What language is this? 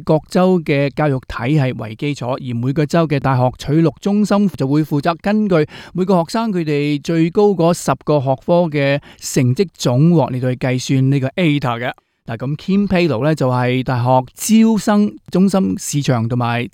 Cantonese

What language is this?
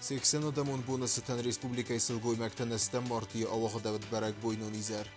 Ossetic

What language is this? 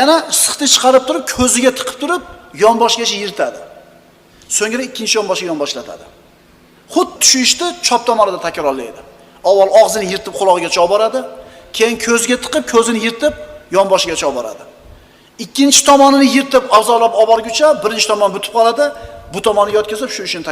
Uzbek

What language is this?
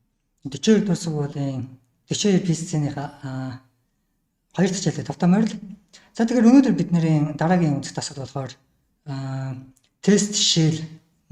Mongolian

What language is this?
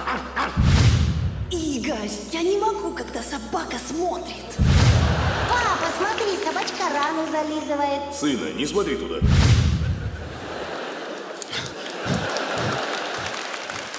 Russian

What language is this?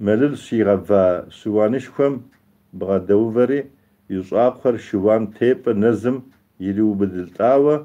Kabardian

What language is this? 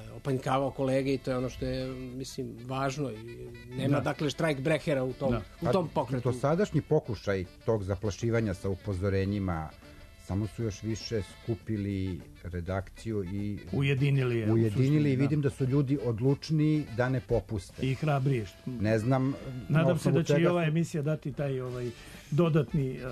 Serbian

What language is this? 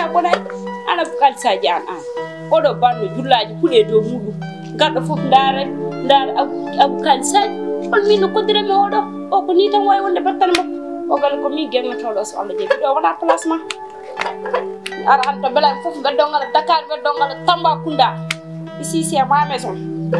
Fula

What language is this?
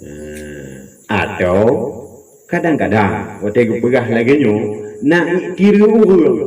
Achinese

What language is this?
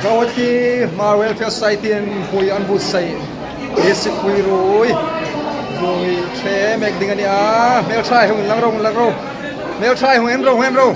Hmar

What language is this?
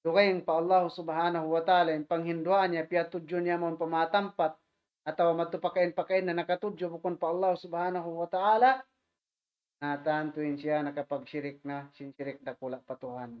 Tausug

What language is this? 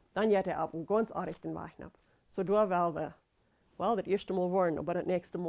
Plautdietsch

